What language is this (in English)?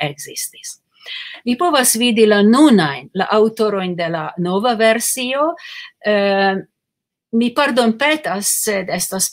Esperanto